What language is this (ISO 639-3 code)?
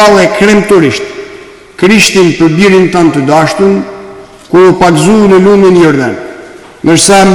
sqi